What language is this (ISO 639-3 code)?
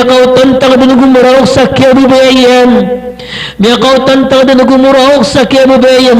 mrw